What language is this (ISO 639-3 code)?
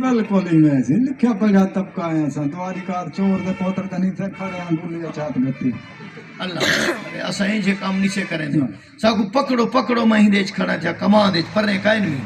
skr